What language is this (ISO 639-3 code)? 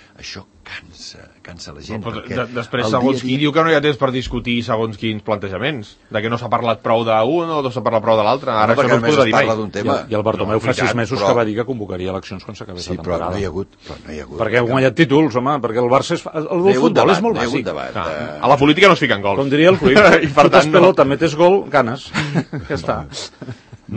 cat